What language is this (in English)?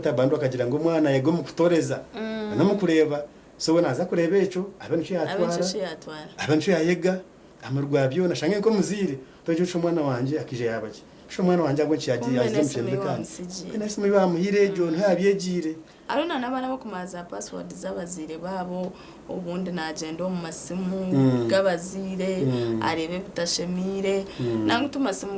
Nyankole